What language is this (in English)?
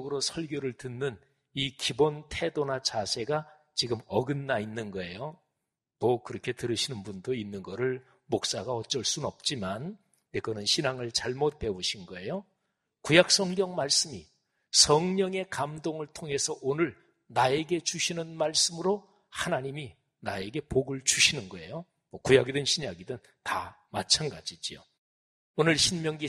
Korean